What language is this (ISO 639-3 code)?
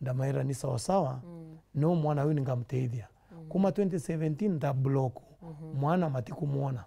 mer